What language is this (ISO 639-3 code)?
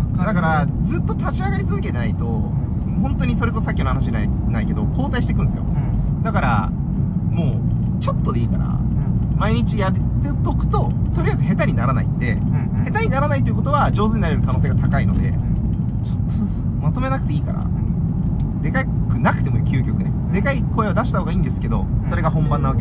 jpn